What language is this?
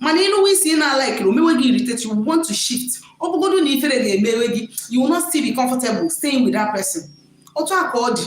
Igbo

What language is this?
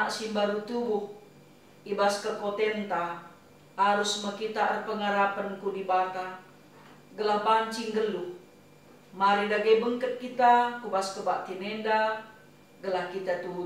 Batak Karo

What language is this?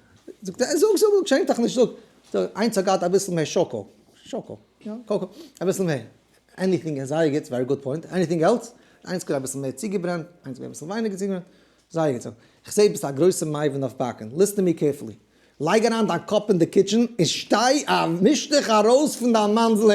Yiddish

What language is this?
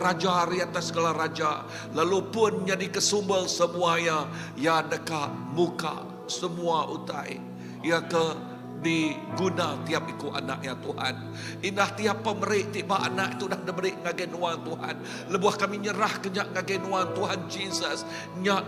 Iban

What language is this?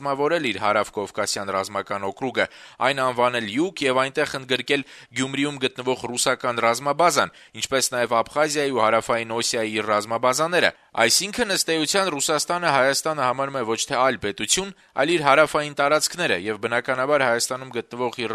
Armenian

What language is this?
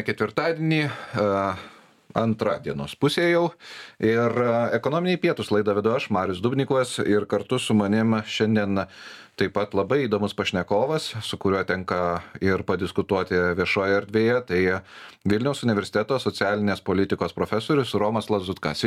Lithuanian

